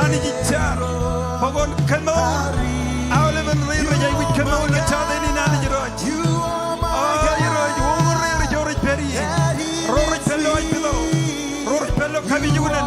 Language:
Marshallese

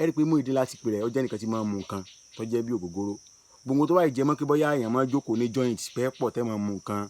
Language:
Yoruba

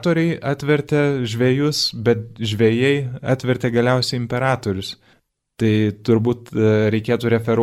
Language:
Lithuanian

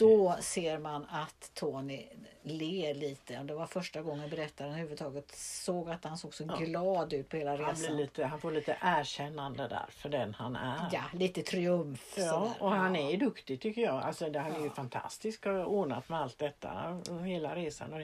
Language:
Swedish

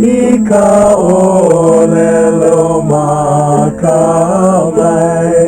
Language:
Hawaiian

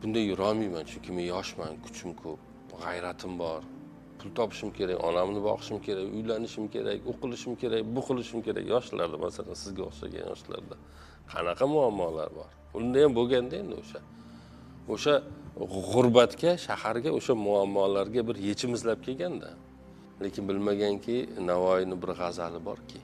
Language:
Uzbek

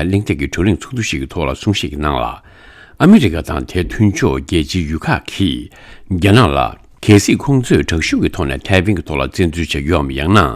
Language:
Tibetan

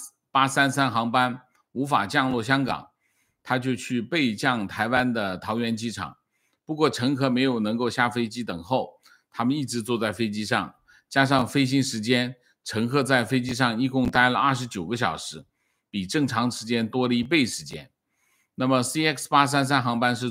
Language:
Chinese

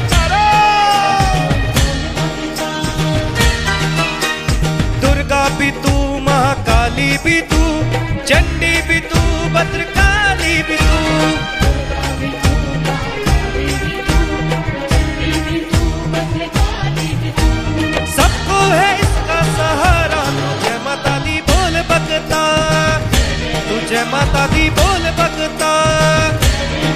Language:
Hindi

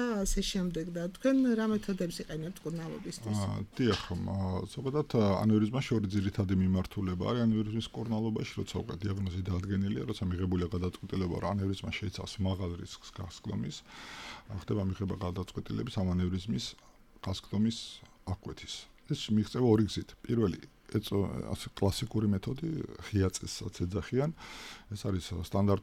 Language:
Georgian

